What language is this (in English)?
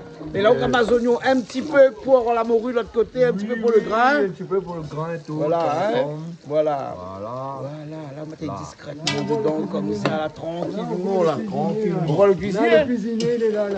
Réunion Creole French